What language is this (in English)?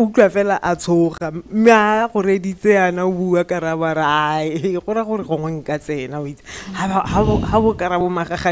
Tswana